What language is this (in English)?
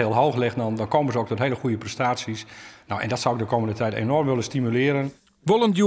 Western Frisian